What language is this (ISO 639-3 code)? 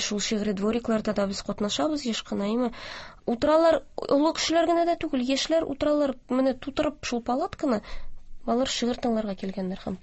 tat